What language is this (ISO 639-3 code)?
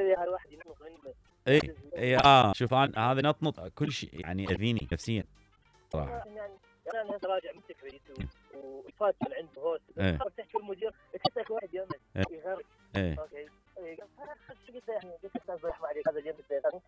acm